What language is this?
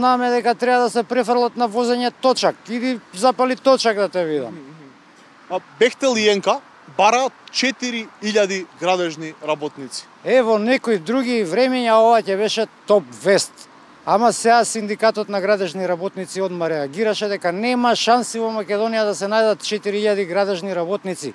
Macedonian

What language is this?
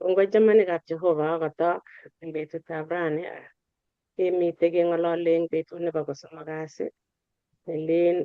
Kalenjin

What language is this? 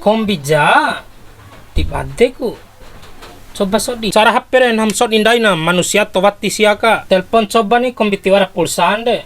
Bima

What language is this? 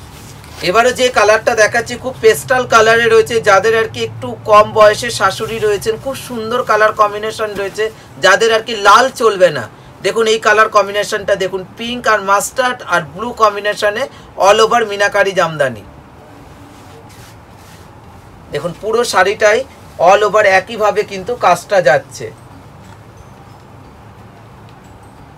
Bangla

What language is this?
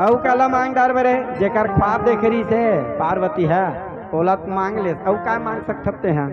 Chhattisgarhi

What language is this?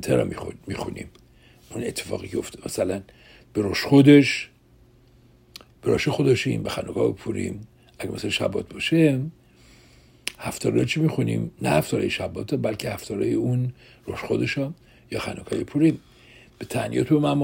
Persian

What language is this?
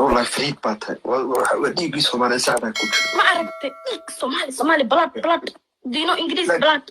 Somali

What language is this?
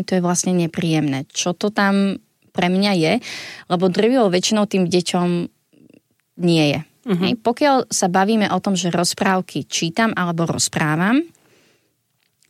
Slovak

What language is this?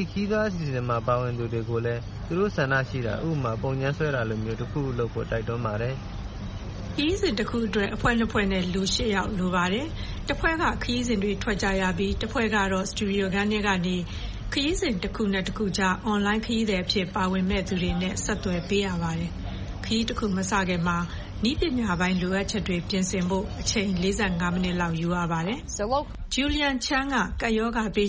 Burmese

